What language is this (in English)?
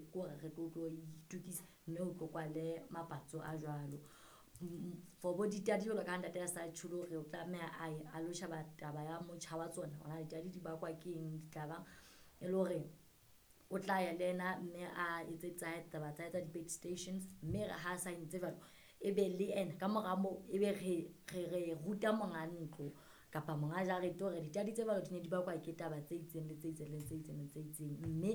Southern Sotho